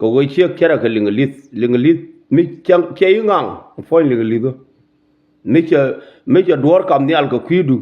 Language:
Nuer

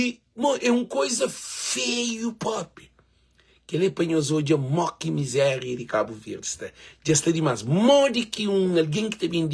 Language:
Kabuverdianu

